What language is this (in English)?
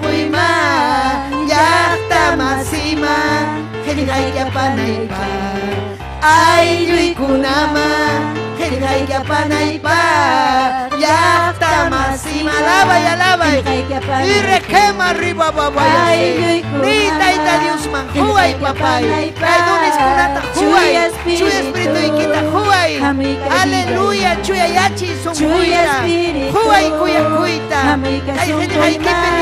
Ayacucho Quechua